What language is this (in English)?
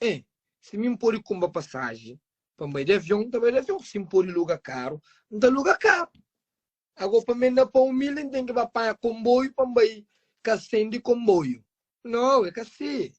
Kabuverdianu